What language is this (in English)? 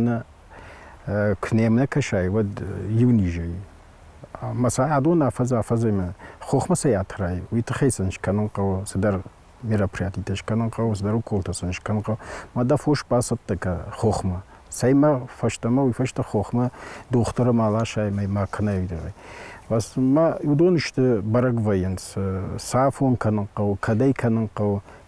Ossetic